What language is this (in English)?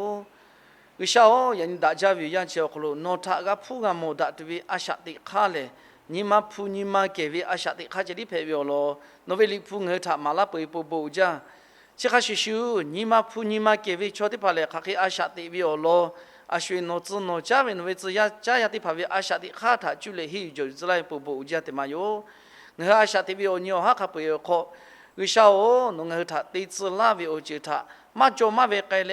Lahu